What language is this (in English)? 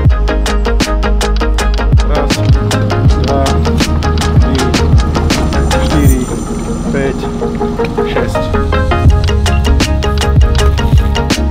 Slovak